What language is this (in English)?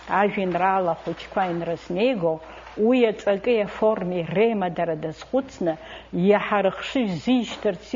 Abkhazian